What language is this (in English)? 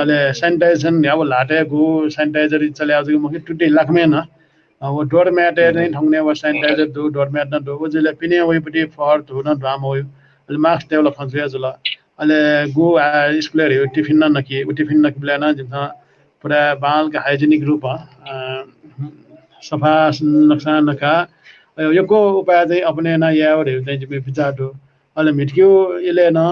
Newari